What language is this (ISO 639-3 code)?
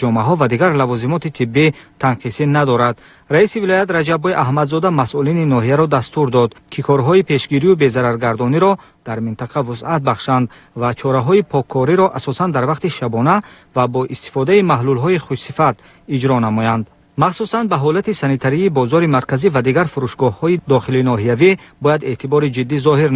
tgk